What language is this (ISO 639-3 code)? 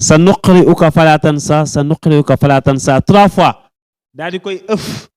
wol